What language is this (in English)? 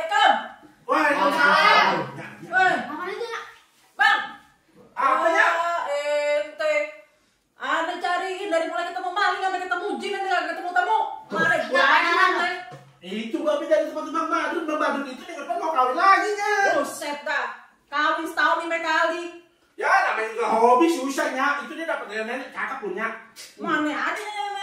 Betawi